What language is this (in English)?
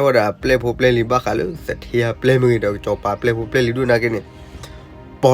S'gaw Karen